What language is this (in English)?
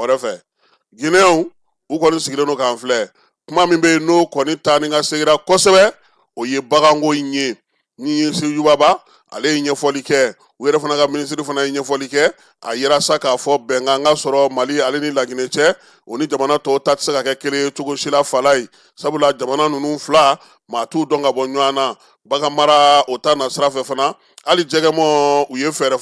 Bambara